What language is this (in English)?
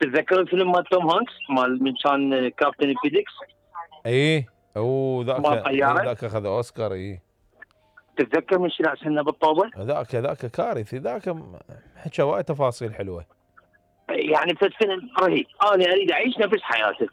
Mesopotamian Arabic